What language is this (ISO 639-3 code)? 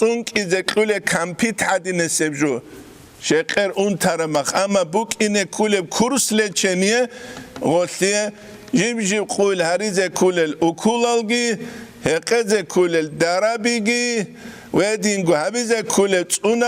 ava